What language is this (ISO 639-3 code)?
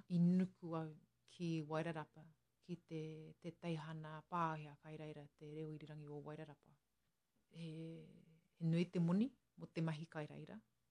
mri